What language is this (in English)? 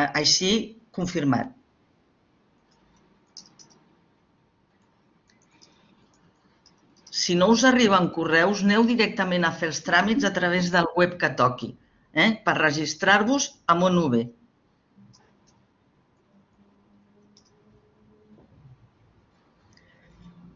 Catalan